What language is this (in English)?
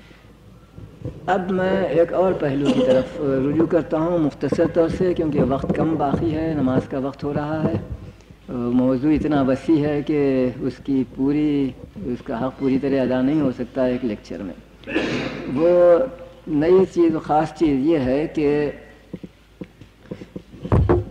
Urdu